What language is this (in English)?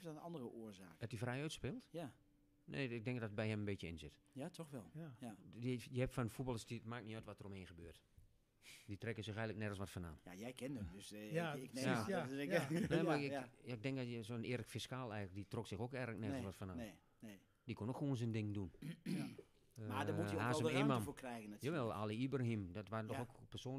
Dutch